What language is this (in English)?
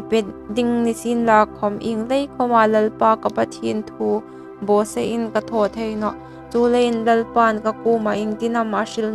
Hmar